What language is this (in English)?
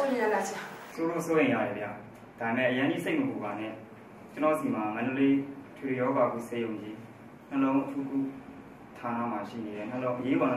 Burmese